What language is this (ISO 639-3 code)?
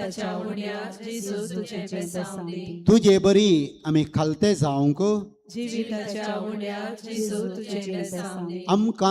kok